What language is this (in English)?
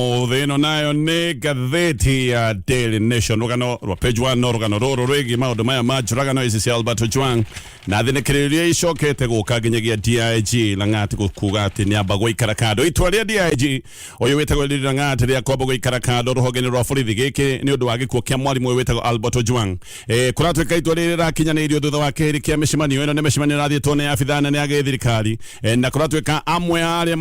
Kikuyu